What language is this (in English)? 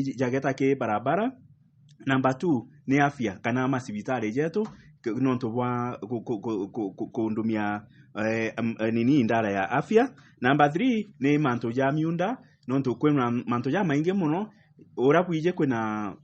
Meru